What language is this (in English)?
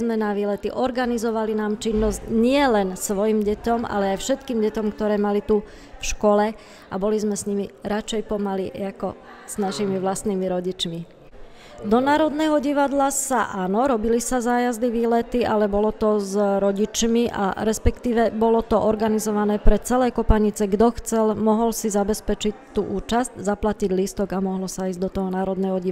Slovak